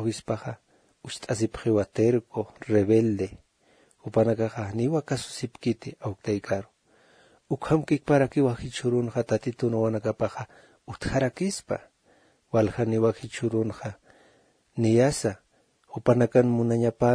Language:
Aymara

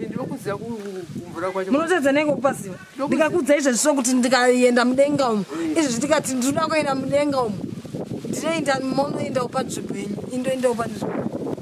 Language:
Shona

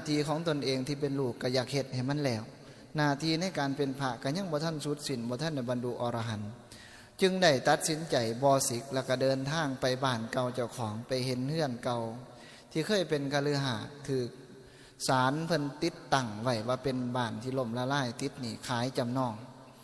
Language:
Northeastern Thai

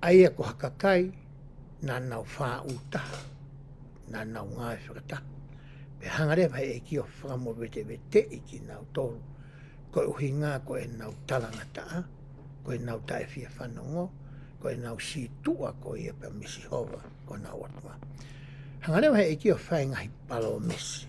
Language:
Tongan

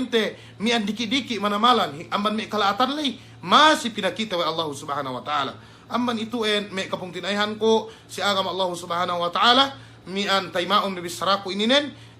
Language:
Yakan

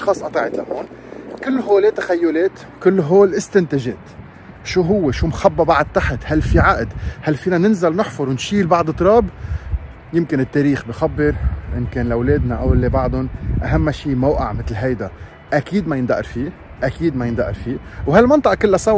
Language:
North Levantine Arabic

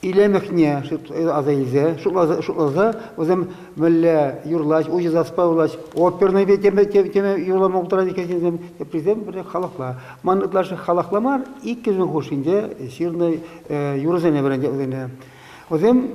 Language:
Chuvash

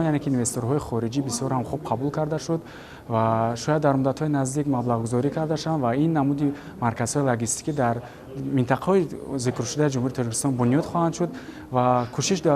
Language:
Tajik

